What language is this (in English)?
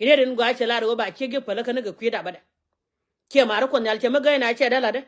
Nuer